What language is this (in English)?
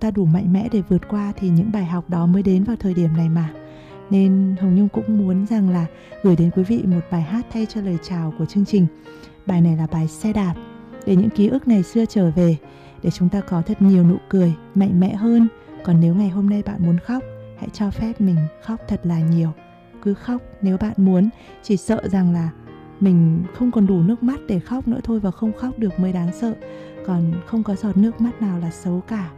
Vietnamese